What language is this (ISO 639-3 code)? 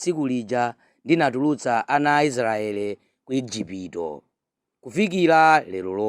nya